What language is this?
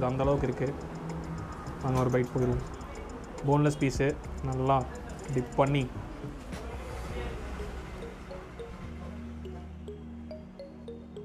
Tamil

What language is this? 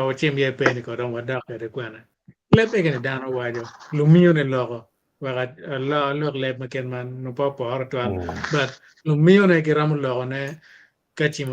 Acoli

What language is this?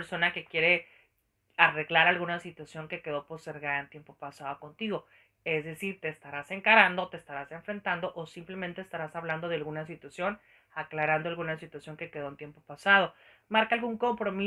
Spanish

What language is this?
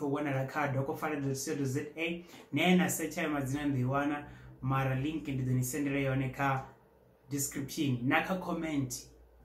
Venda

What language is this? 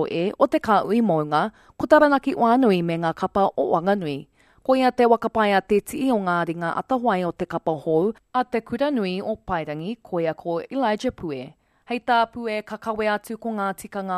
Māori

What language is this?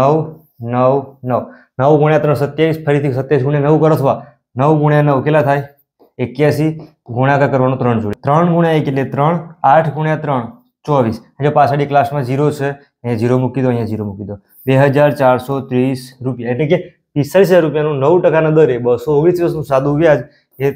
Gujarati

